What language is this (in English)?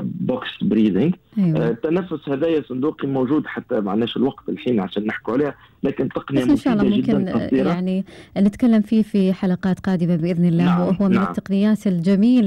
Gulf Arabic